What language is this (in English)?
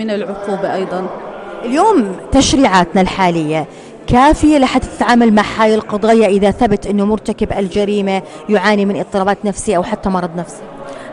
North Levantine Arabic